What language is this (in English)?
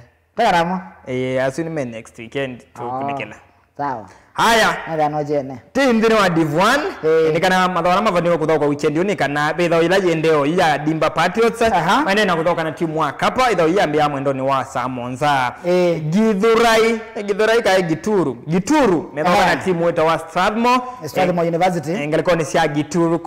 Kamba